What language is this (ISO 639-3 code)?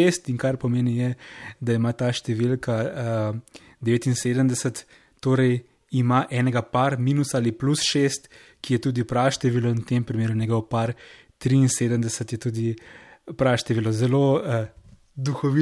slv